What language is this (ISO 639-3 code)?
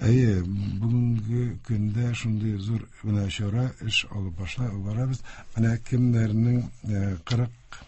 tat